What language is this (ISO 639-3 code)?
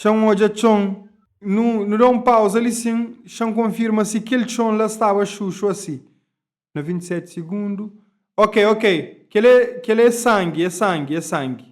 kea